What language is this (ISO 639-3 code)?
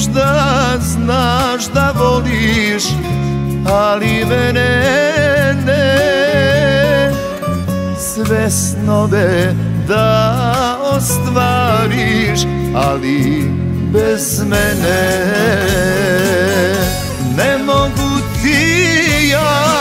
hrv